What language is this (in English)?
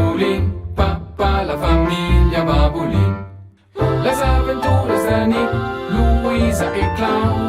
Romansh